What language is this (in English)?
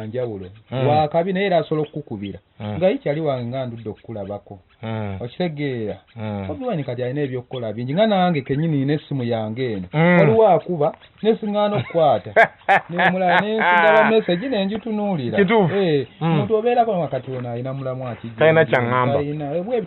Ganda